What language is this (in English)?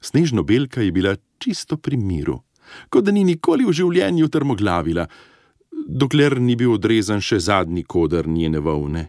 Slovenian